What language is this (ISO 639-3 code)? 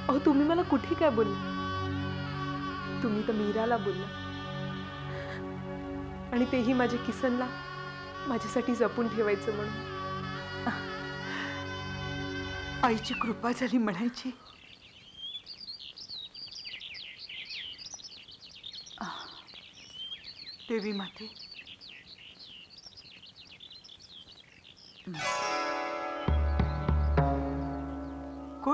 mar